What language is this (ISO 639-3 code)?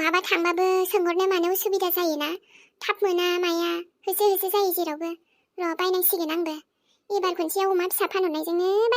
brx